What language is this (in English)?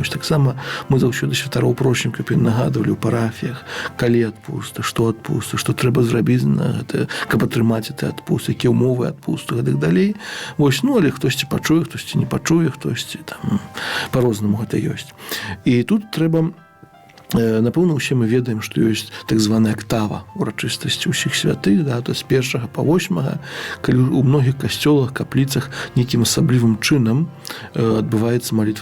Belarusian